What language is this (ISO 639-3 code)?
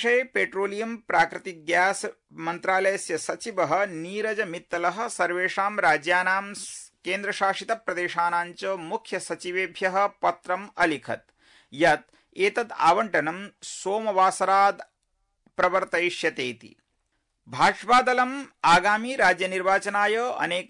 san